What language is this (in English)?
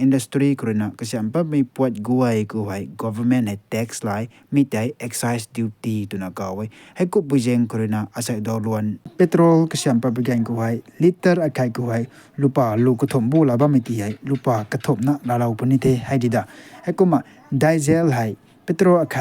Rongmei Naga